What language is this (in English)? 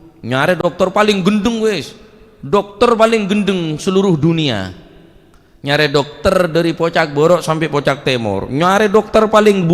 Madurese